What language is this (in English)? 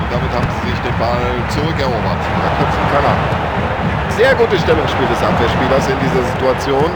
Bavarian